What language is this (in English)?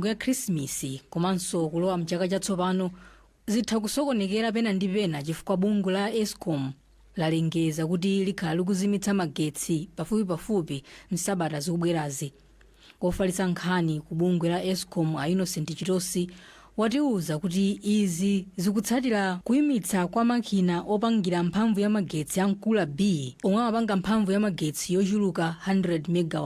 Nyanja